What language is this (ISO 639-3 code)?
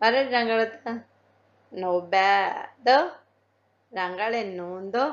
div